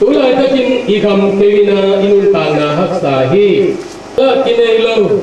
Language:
Tedim Chin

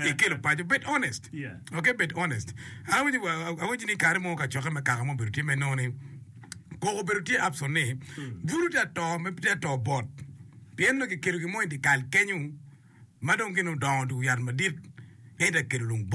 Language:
Acoli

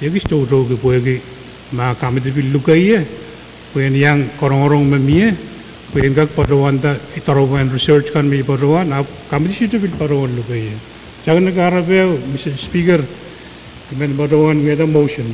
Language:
Pohnpeian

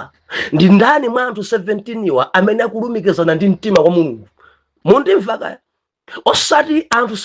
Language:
Nyanja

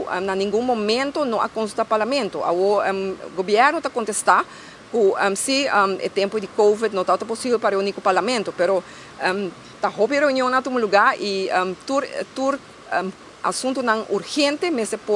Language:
Papiamento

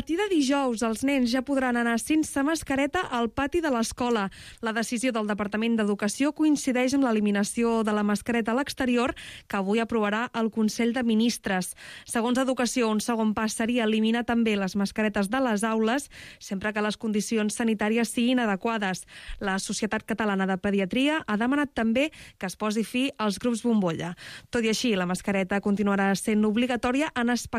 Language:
Catalan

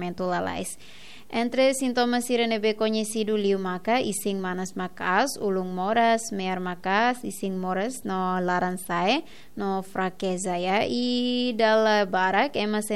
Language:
Tetum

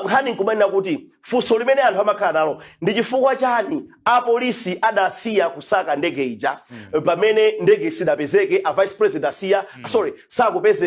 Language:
Nyanja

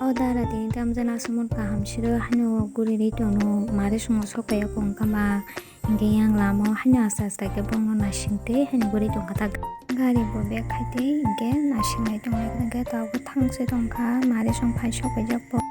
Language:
Kok Borok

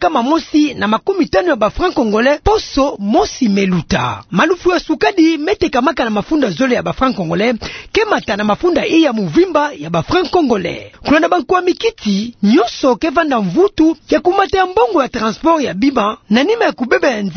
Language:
Kituba (Democratic Republic of Congo)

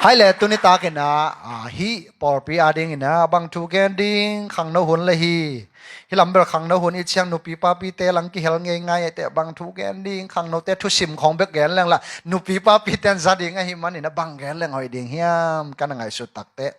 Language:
Tedim Chin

